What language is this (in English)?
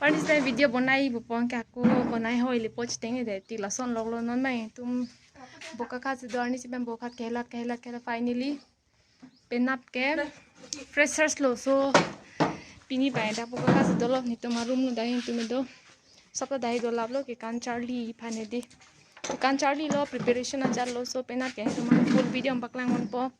Karbi